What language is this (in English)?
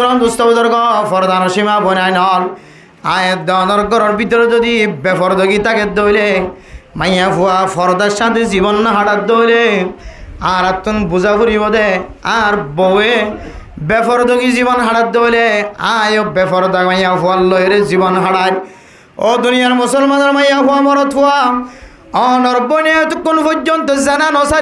Rohingya